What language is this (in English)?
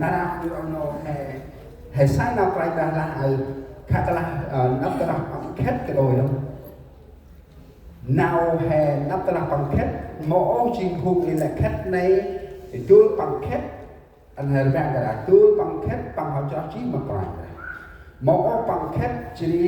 Central Mnong